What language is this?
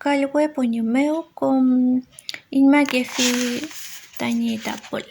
Mapuche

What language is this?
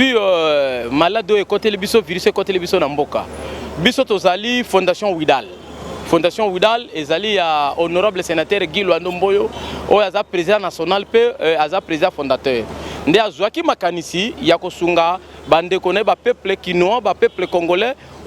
Lingala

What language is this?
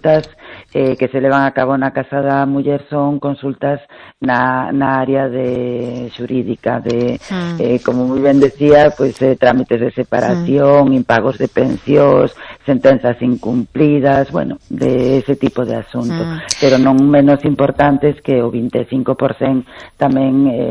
Galician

